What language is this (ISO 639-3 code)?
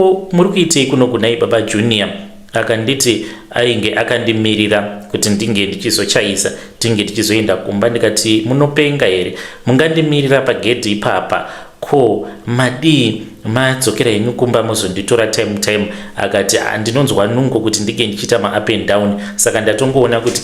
sna